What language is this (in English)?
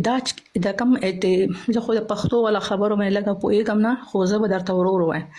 Pashto